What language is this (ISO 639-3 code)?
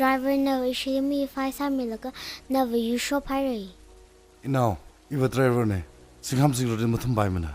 nmf